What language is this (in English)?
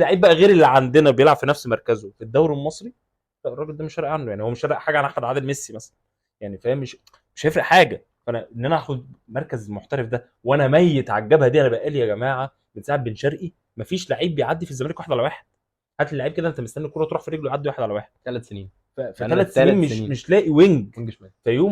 Egyptian Arabic